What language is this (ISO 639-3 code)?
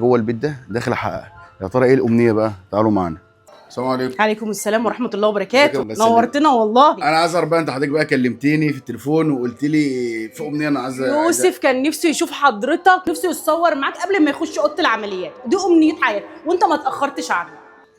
arz